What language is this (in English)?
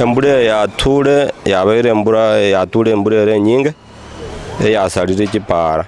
Gusii